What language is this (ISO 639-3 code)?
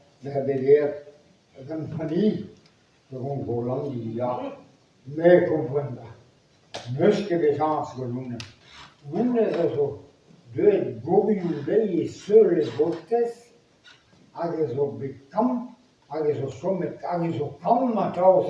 bre